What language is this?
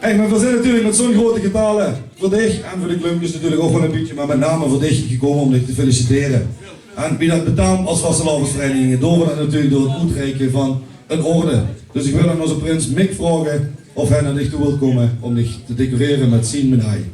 Limburgish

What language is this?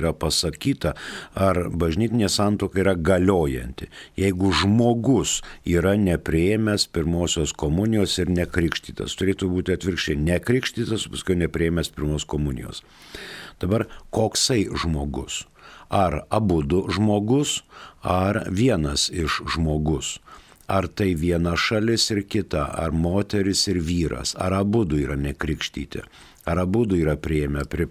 Lithuanian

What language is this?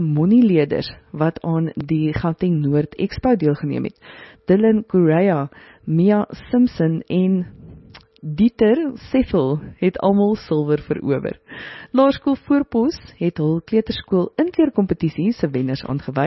Afrikaans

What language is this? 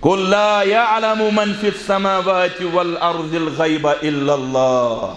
Kashmiri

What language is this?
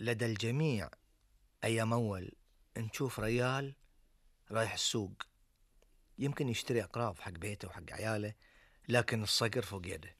Gulf Arabic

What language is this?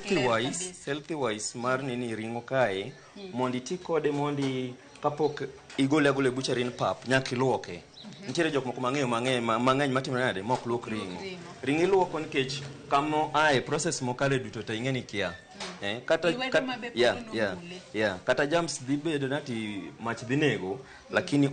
Luo (Kenya and Tanzania)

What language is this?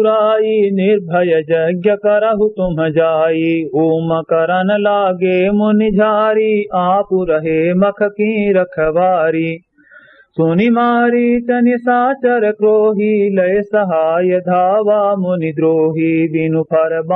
Awadhi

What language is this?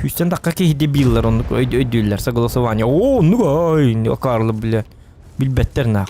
Yakut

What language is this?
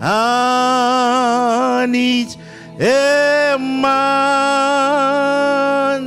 Marshallese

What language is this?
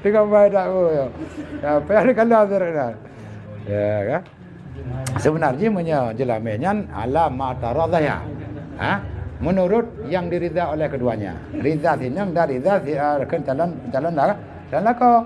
Achinese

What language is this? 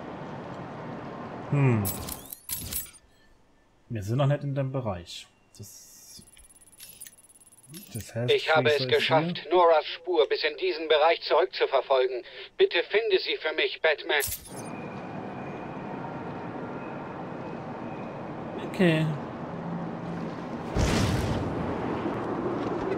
German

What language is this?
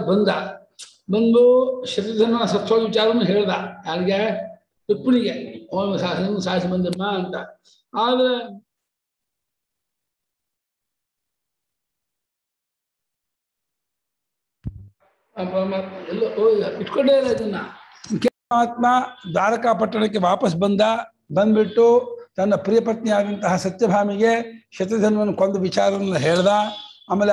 Kannada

